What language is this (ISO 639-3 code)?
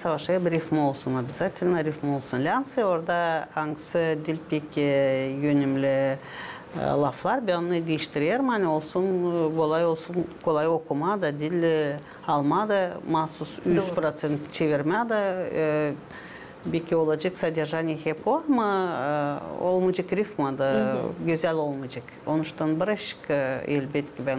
gag